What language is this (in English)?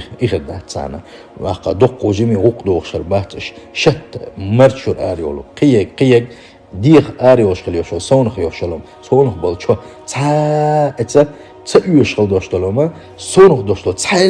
Chechen